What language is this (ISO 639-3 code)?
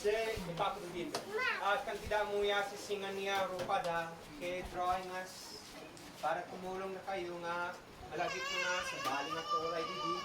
isd